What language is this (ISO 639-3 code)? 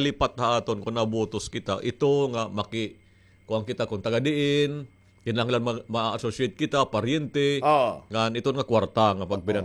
war